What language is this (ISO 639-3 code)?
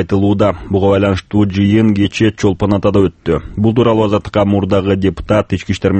kir